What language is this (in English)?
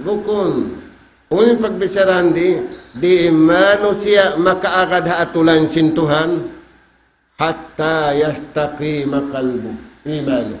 Tausug